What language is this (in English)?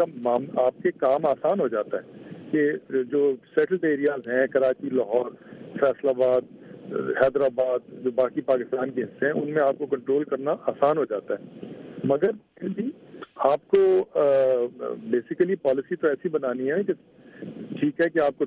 Urdu